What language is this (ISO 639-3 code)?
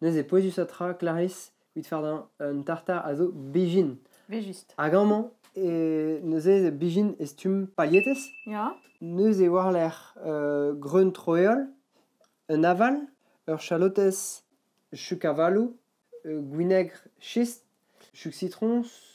bre